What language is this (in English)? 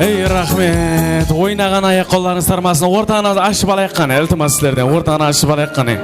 Kara-Kalpak